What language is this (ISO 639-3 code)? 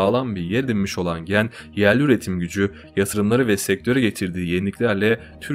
tur